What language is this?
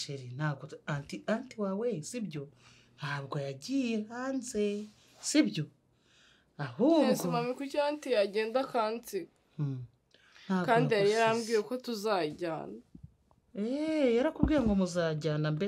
Kinyarwanda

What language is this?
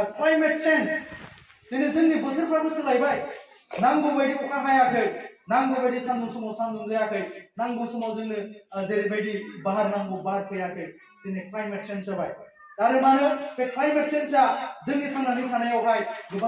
Bodo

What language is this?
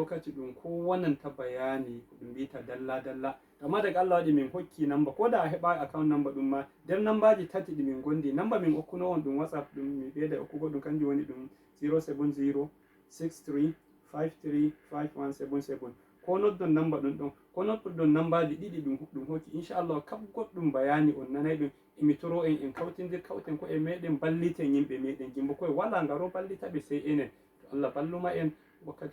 Fula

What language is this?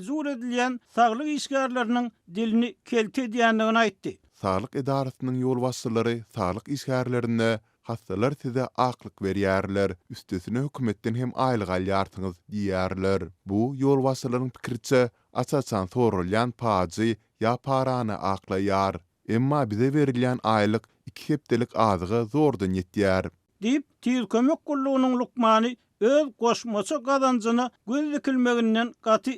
Turkmen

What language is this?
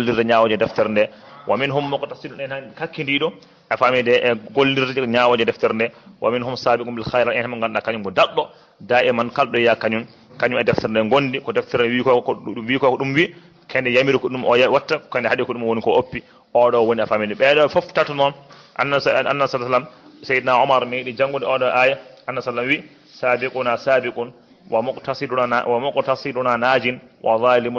Fula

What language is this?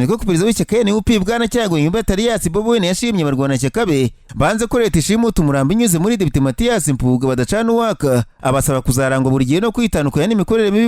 Kinyarwanda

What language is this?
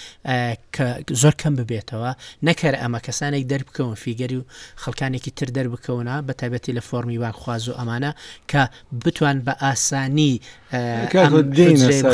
Central Kurdish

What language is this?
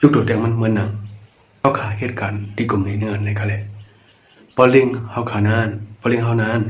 Shan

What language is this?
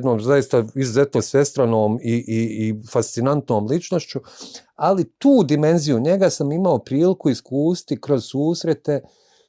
Bosnian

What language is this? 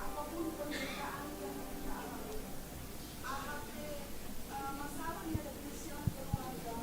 Batak Simalungun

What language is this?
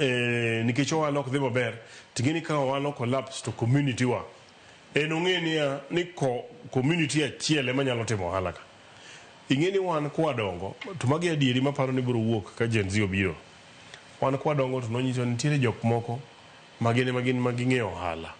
Luo (Kenya and Tanzania)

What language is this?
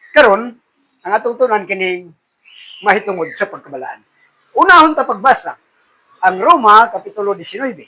Cebuano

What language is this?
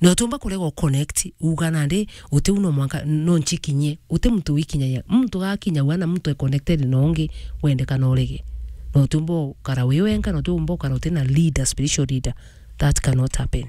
Meru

